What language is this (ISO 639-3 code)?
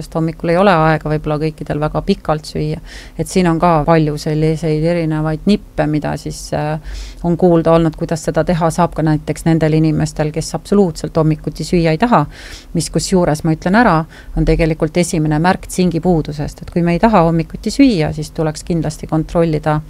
est